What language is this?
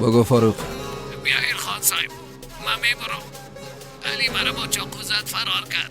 Persian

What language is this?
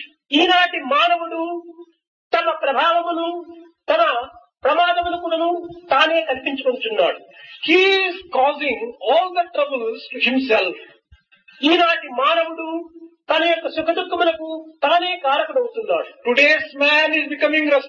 Telugu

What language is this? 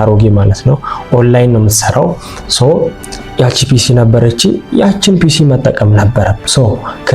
Amharic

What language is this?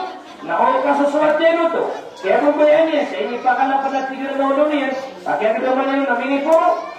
Maranao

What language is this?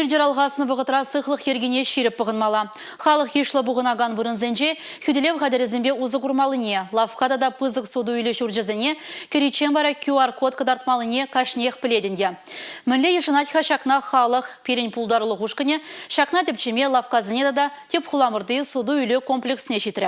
Chuvash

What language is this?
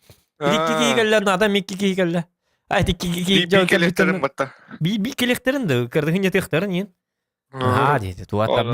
Yakut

